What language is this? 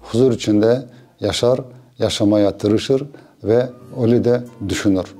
Crimean Tatar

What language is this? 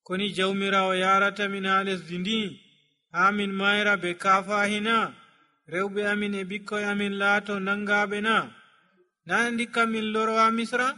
Nigerian Fulfulde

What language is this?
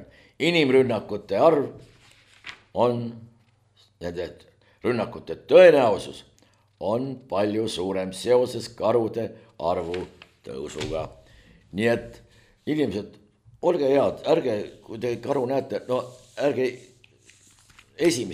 Estonian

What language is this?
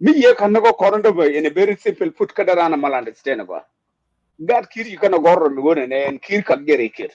Nuer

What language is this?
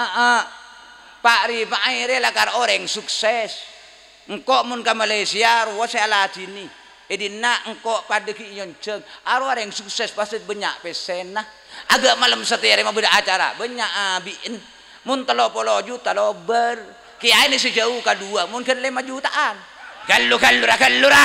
Madurese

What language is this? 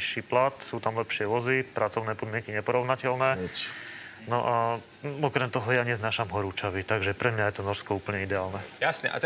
Slovak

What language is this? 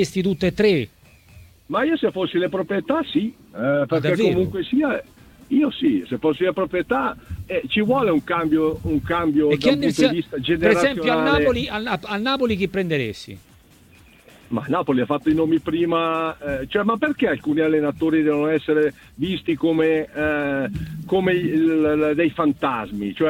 Italian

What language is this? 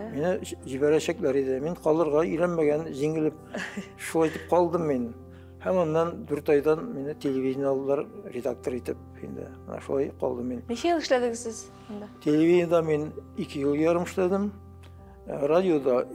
Tatar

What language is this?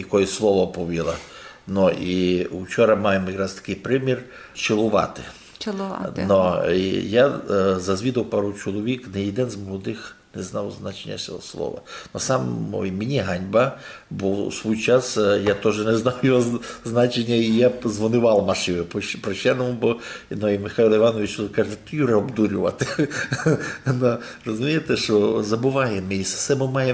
Rusyn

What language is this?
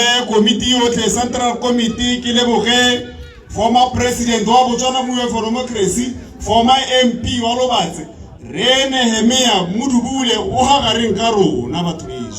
Tswana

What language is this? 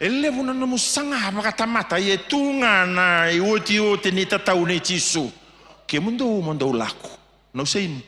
Fijian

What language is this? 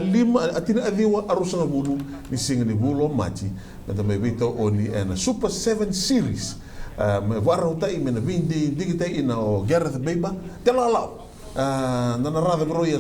Fijian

